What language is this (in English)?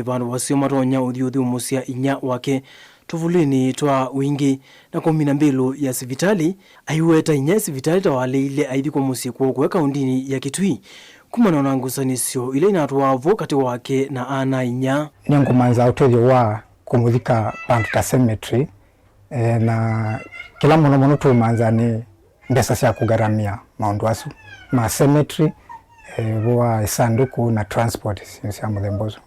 Kamba